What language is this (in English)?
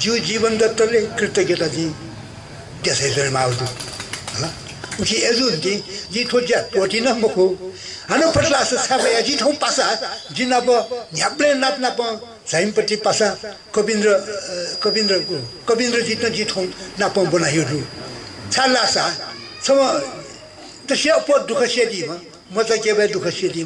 Newari